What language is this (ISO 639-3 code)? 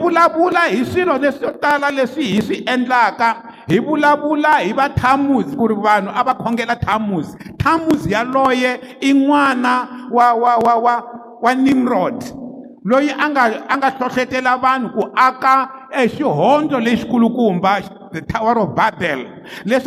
tso